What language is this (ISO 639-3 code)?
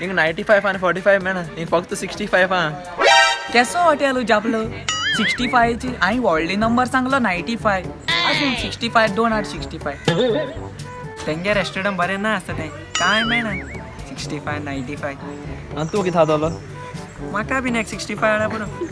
kok